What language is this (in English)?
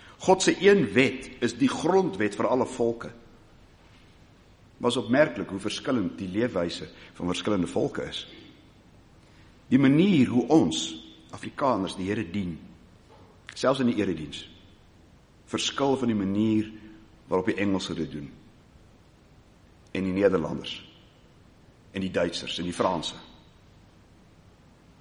Afrikaans